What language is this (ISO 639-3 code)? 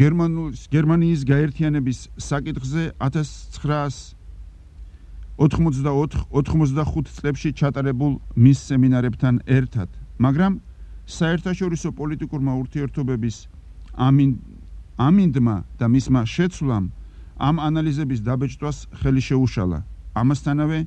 kat